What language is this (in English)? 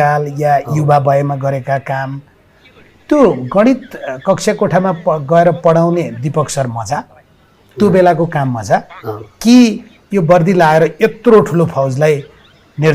Nepali